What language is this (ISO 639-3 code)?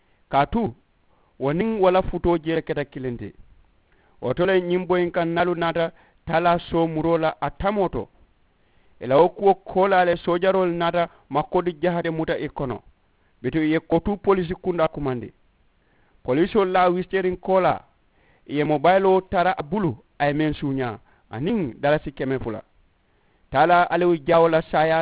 man